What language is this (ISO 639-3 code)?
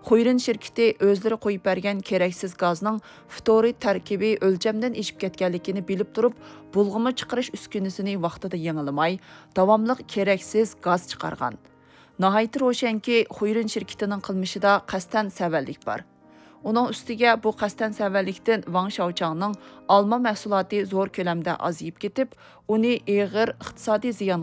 uig